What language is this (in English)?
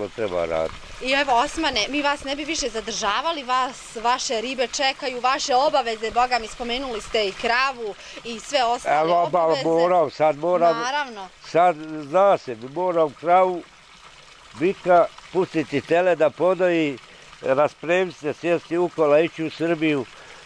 Bosnian